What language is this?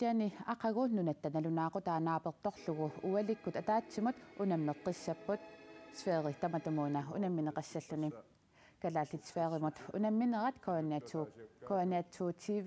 Kalaallisut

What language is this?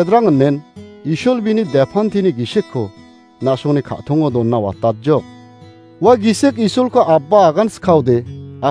Garo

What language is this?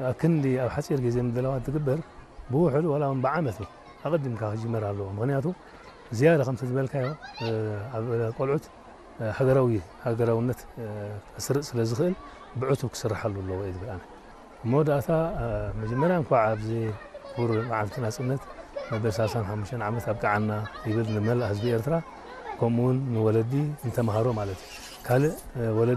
Tigrinya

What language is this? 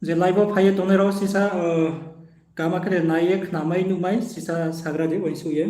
Riang (India)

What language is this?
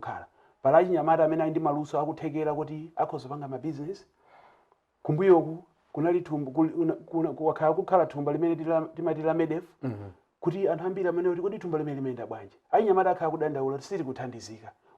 Nyanja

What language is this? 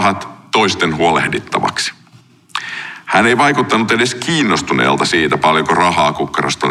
Finnish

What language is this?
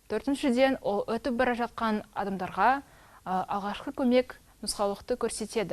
Kazakh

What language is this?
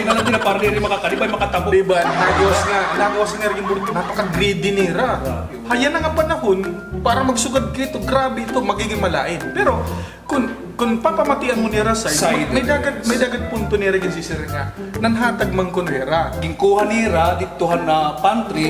Waray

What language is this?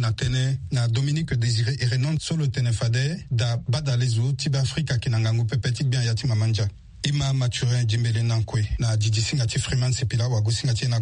Sango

